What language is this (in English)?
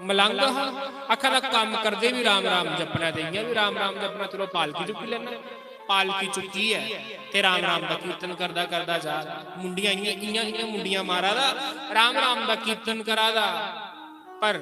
Dogri